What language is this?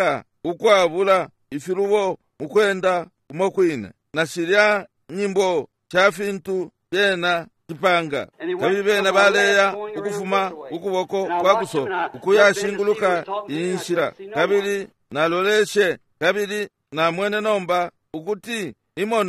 Bemba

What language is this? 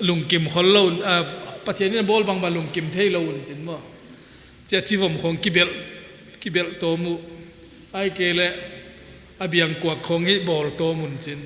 Paite Chin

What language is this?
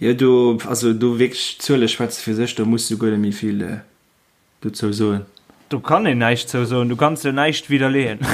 Luxembourgish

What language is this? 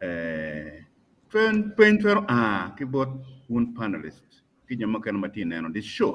Acoli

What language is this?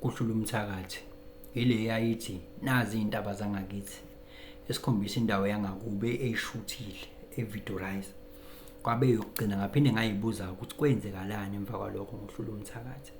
Zulu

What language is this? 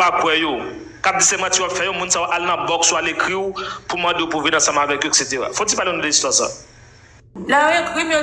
Haitian Creole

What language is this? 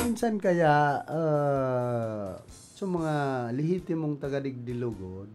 Bikol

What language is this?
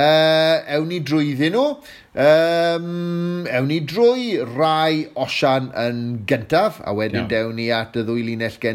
Welsh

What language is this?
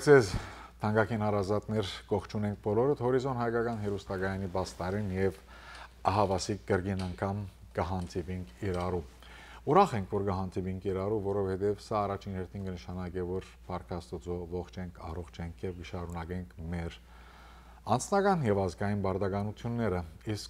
Western Armenian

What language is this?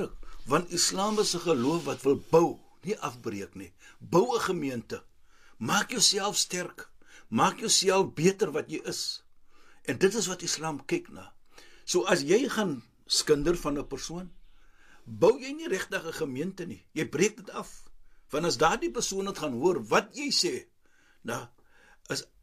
Afrikaans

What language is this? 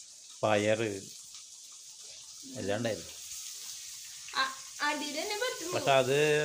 Malayalam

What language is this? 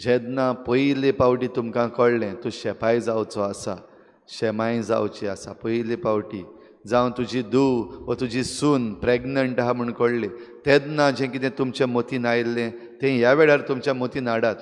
Konkani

